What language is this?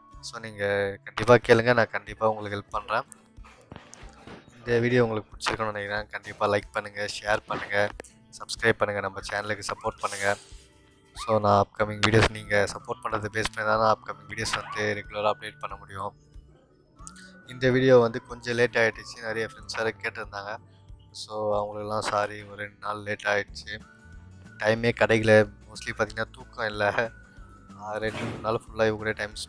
Tamil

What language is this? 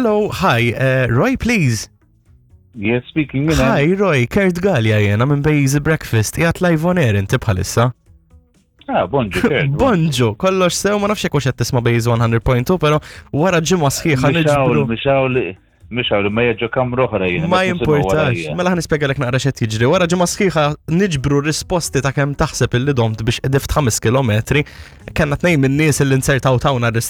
Maltese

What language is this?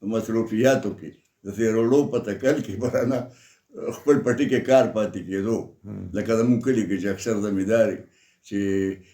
Pashto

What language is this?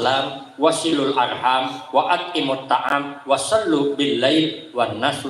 Banjar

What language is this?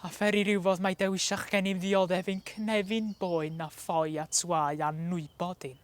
Welsh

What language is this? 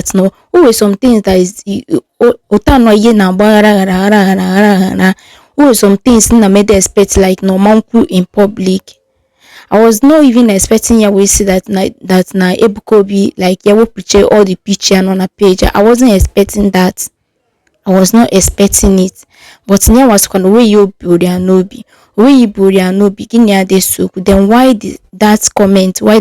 Igbo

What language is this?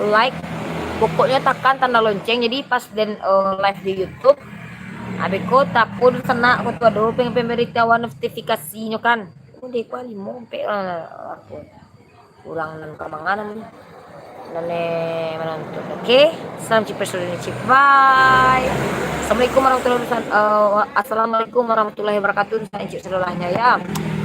Minangkabau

